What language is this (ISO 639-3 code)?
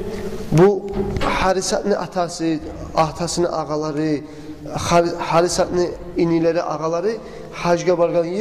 kum